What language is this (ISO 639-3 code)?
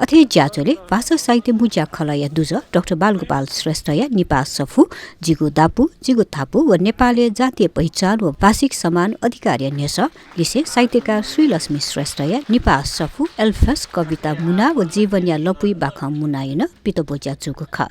new